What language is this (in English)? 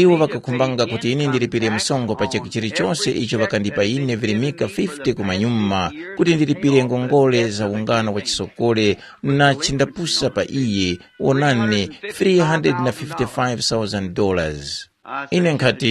Tumbuka